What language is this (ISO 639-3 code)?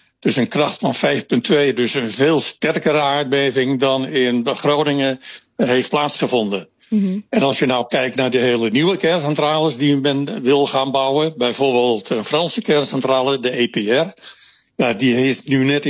nld